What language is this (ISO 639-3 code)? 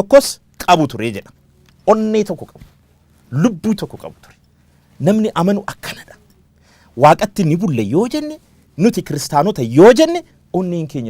orm